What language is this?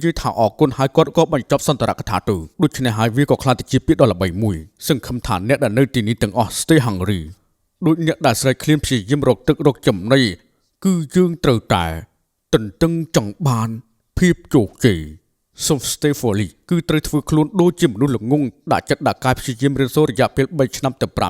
Khmer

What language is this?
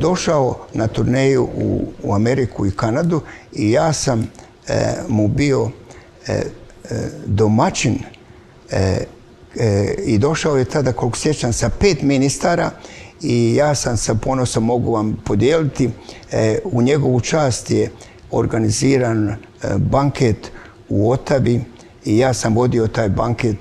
Croatian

